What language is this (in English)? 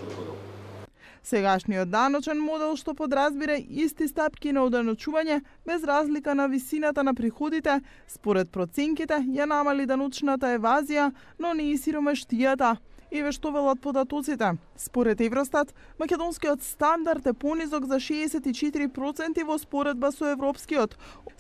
Macedonian